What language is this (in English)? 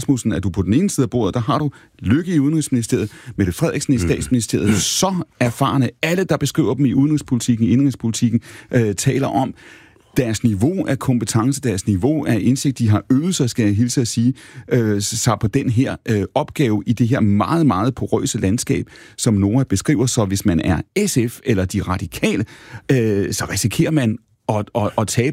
Danish